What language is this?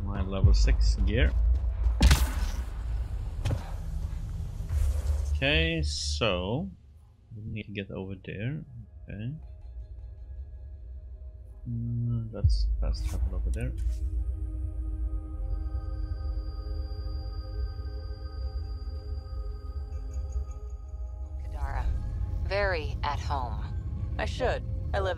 English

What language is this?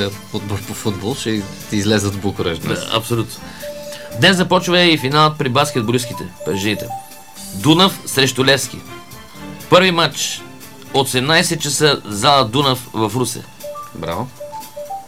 Bulgarian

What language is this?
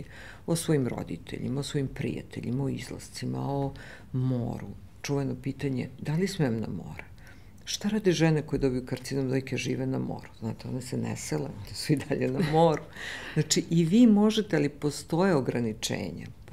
Serbian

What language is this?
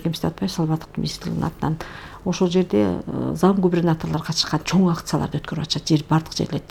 Kyrgyz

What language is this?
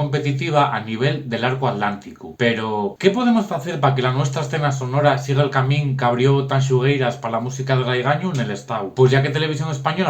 Asturian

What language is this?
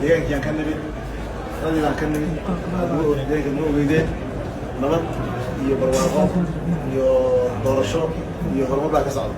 Somali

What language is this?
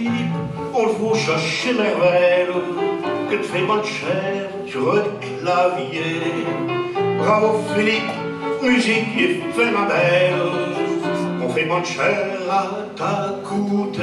Picard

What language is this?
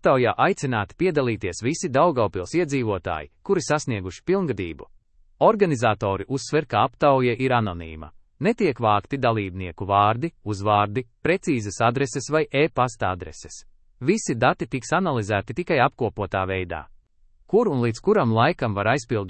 Latvian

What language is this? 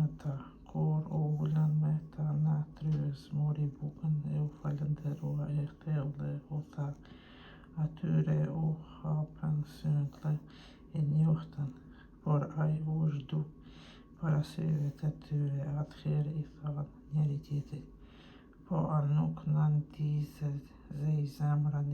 Albanian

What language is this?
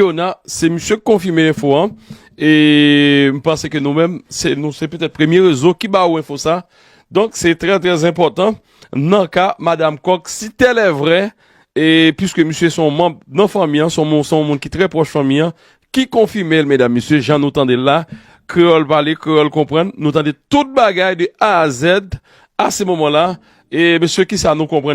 Haitian Creole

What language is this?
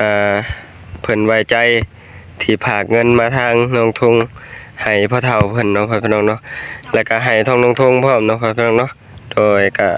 Northeastern Thai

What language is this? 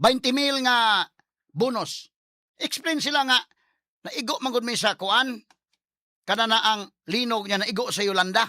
Cebuano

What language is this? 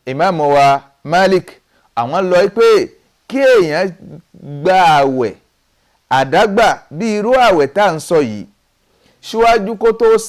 Yoruba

